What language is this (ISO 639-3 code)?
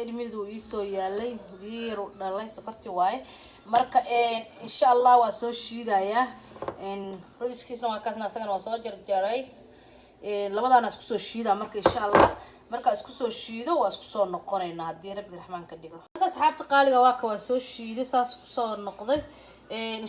som